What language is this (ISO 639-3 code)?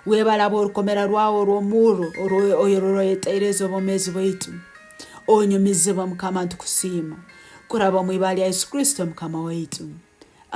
nyo